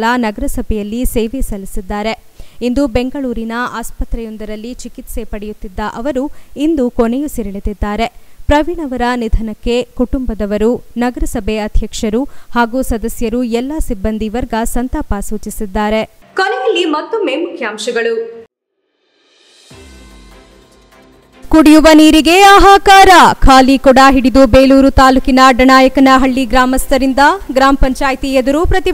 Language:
Kannada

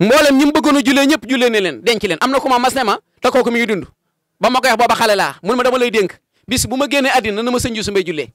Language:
Wolof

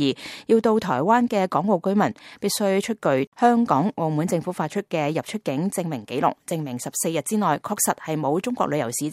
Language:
Cantonese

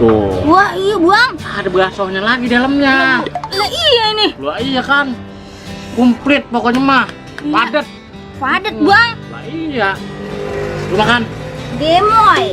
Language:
Betawi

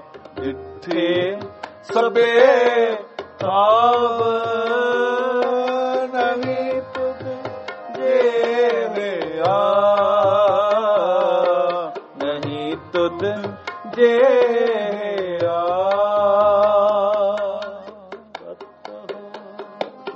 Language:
Punjabi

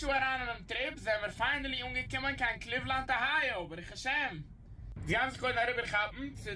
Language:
Yiddish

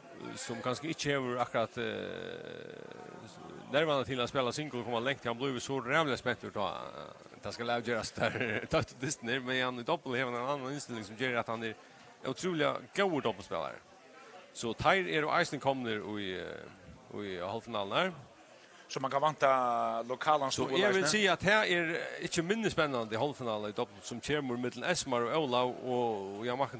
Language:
Faroese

